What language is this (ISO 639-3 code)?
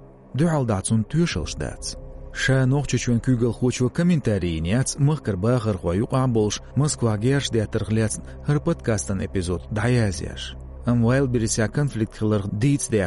che